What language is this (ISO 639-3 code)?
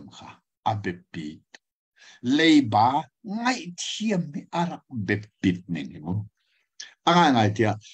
cnh